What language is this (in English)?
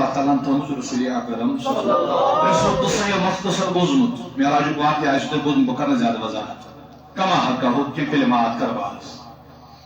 Kashmiri